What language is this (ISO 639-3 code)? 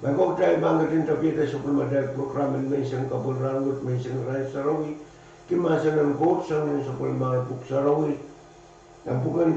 pon